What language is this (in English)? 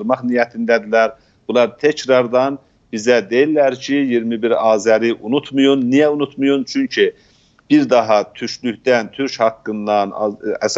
South Azerbaijani